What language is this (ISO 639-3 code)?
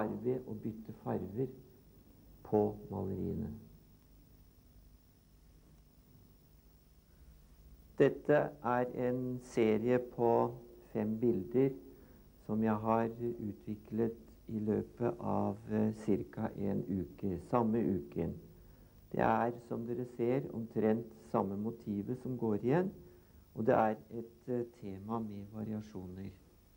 nor